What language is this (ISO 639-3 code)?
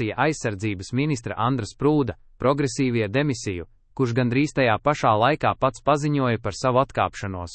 lav